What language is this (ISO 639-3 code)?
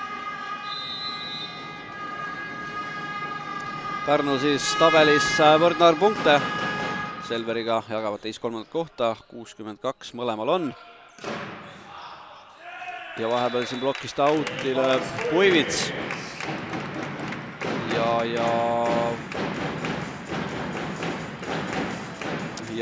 est